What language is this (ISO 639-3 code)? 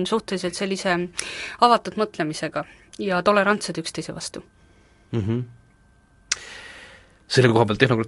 est